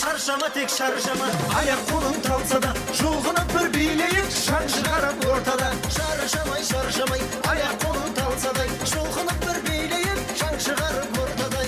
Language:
Kara-Kalpak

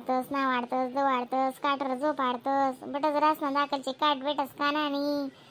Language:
Khandesi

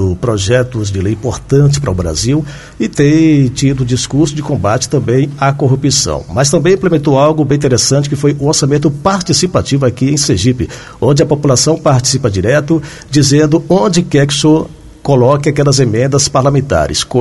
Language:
Portuguese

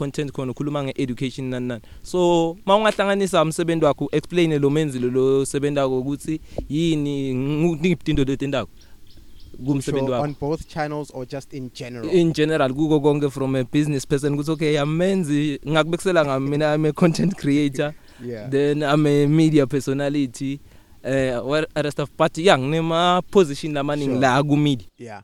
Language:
English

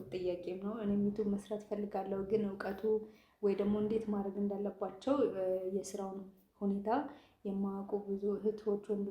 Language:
Amharic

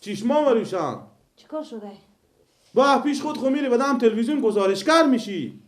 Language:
Persian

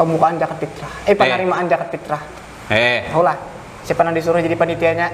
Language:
Banjar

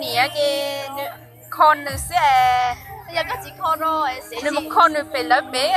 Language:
Hmong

